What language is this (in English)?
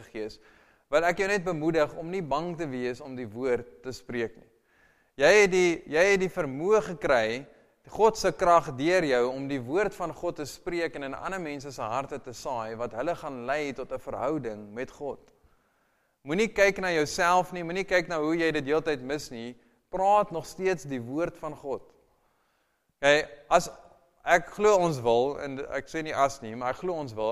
Afrikaans